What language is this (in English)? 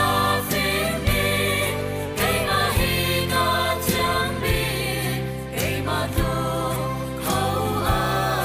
Hakha Chin